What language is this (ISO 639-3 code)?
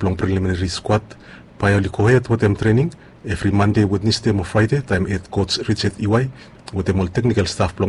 bis